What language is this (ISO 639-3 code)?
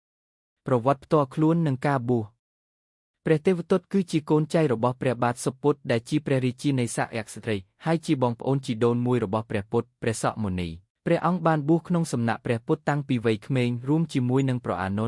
khm